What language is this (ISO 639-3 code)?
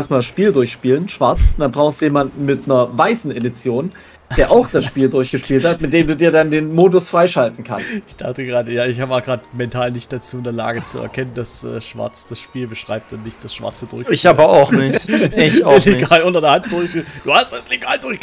deu